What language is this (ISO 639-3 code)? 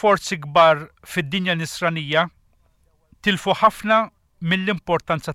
mlt